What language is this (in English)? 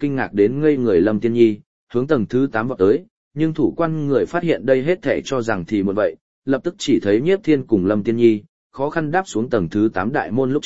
Vietnamese